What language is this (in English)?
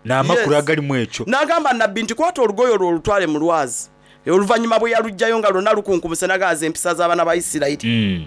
Soga